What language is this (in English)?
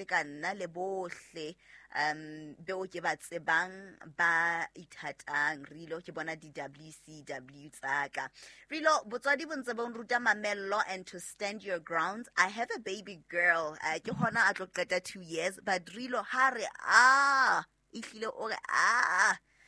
Southern Sotho